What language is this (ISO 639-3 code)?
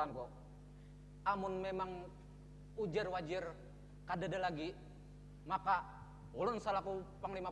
bjn